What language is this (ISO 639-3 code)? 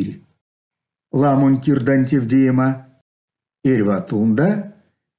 myv